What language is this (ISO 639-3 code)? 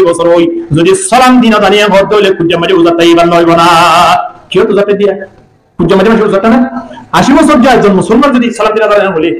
rhg